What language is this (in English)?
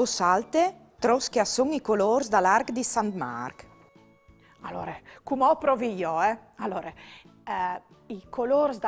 Friulian